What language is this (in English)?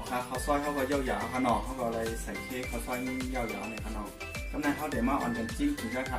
Shan